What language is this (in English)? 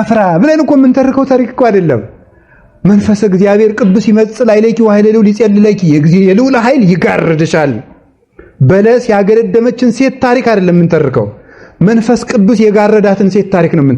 Amharic